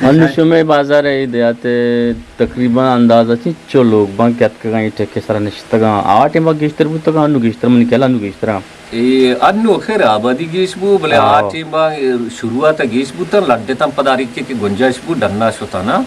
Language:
Eastern Balochi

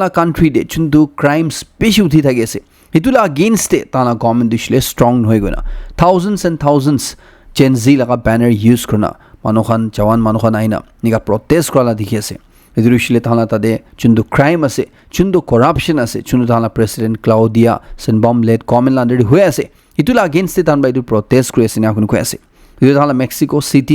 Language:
Naga Pidgin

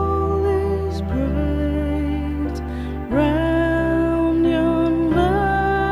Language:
Konkani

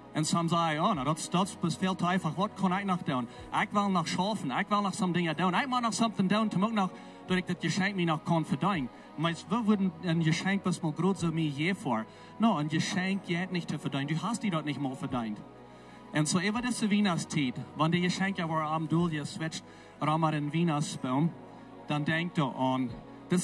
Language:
Plautdietsch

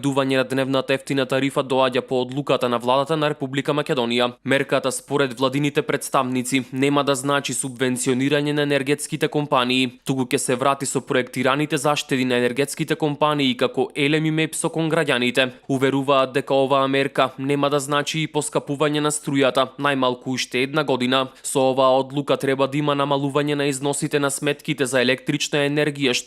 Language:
Macedonian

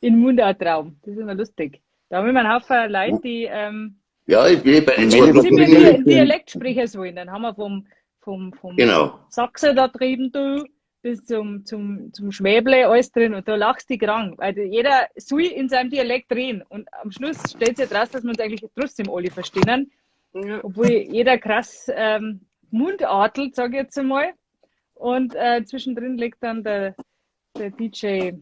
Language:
Bavarian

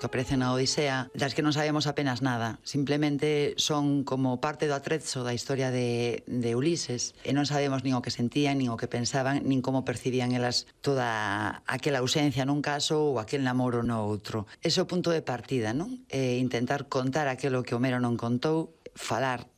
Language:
Galician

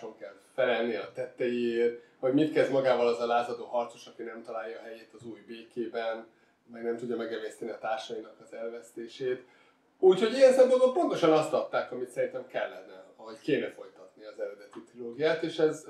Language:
Hungarian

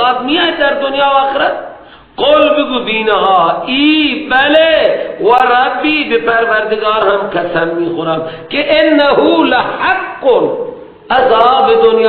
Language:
Persian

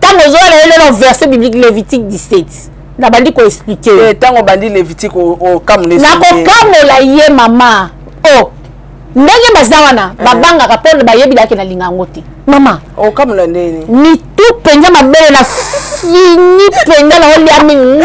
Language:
Lingala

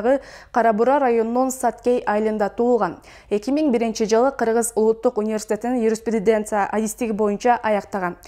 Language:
Kyrgyz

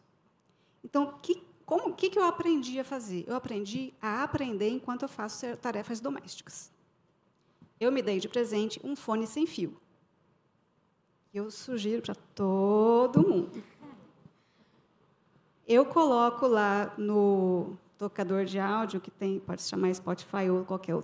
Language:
Portuguese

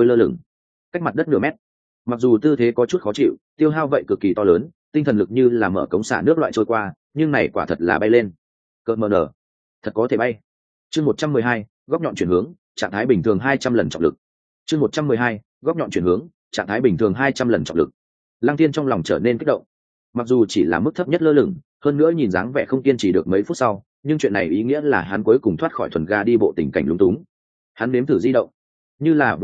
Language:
Vietnamese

